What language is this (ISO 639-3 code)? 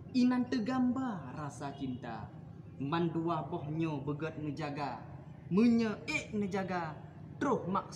ace